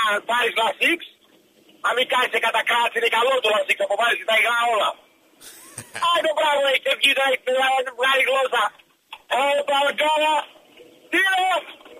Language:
Greek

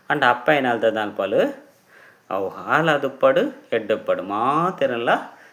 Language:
Tulu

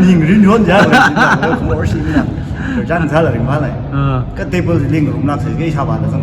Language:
Tangkhul Naga (India)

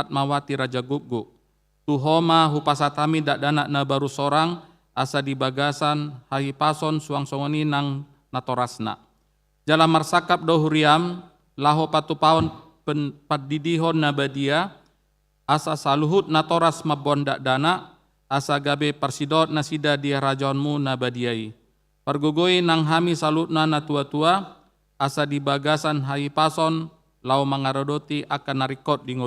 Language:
Batak Toba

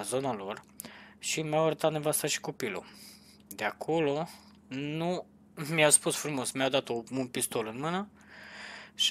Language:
Romanian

